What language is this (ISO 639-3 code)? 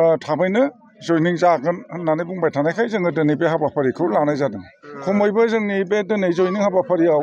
brx